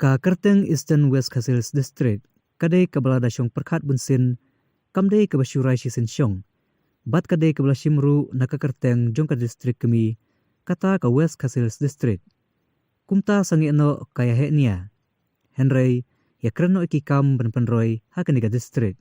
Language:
Khasi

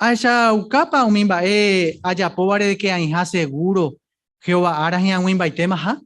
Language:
Guarani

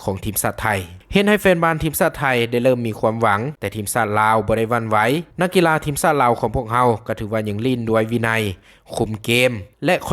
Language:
Lao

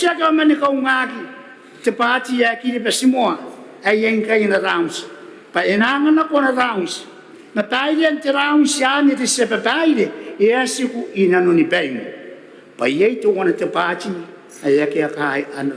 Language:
Gilbertese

